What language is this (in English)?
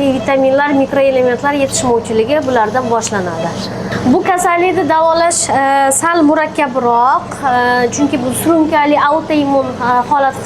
Uzbek